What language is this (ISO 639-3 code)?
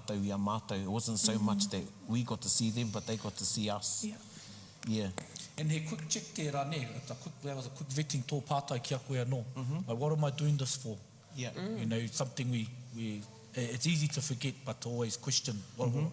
mri